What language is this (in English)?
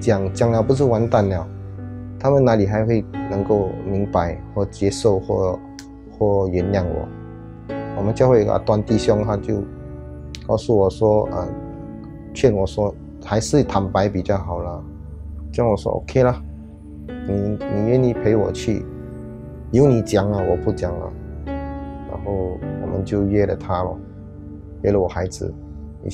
Chinese